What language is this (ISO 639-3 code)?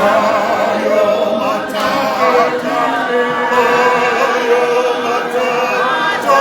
tsn